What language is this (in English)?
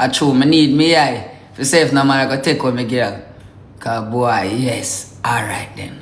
Jamaican Creole English